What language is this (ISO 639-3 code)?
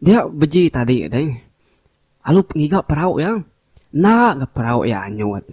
iba